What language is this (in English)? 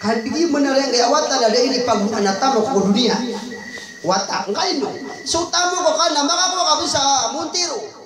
Maranao